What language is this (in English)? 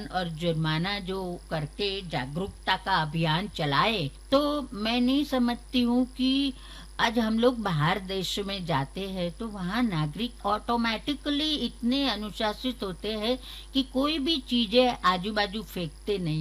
Hindi